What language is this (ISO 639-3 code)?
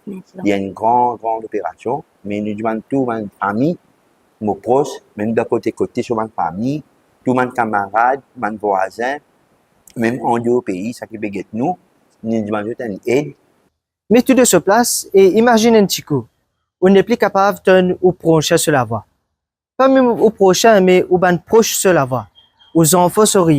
mfe